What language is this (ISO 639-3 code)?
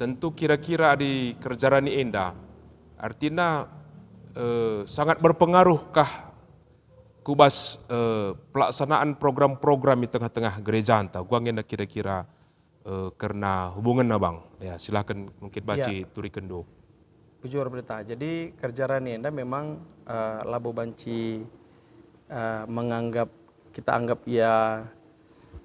btx